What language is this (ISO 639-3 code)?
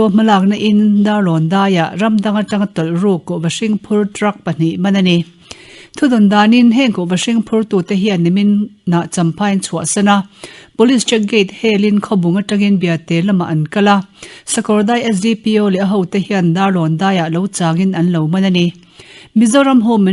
lus